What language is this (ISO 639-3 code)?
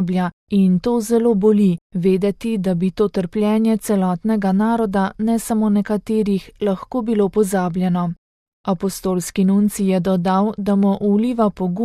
slv